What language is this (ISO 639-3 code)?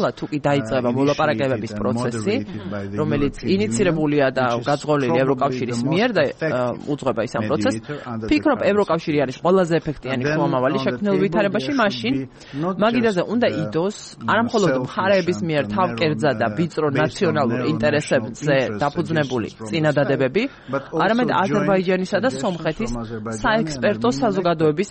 kat